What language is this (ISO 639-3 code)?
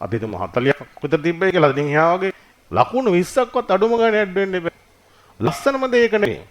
sin